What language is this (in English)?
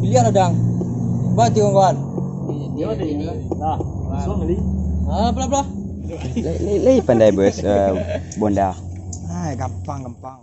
Minangkabau